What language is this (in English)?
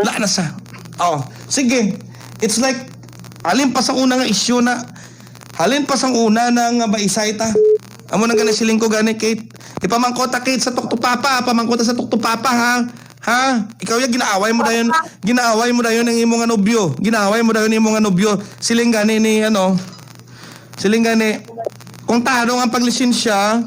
Hiligaynon